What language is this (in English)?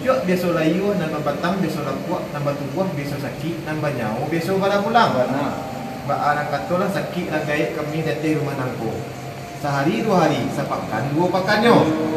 Minangkabau